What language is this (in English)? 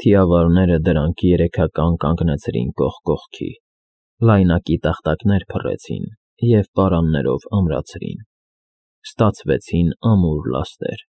Armenian